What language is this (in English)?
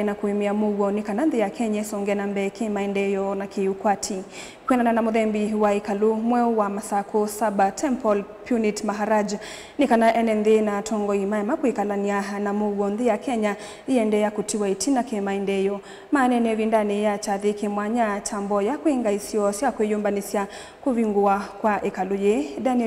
Kamba